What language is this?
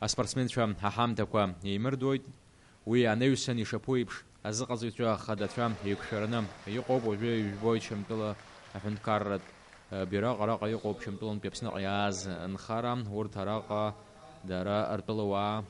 Abkhazian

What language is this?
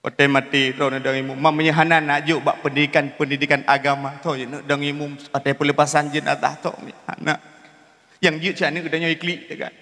Achinese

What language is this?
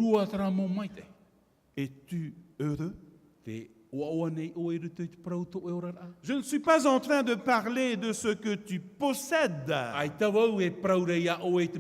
Tahitian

